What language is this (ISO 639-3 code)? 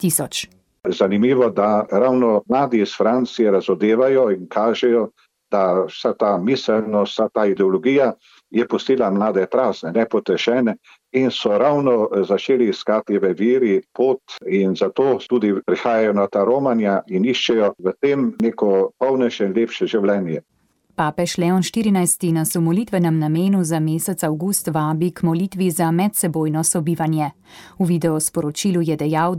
slv